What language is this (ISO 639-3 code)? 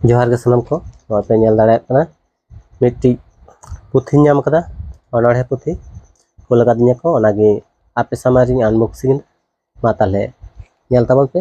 sat